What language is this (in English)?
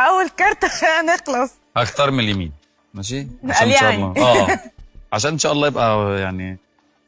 Egyptian Arabic